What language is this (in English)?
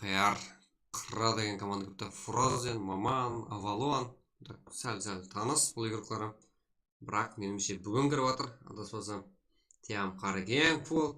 Kara-Kalpak